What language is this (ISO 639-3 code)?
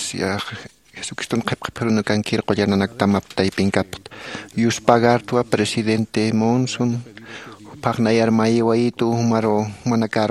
aym